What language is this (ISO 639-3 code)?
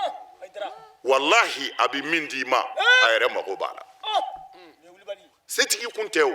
bam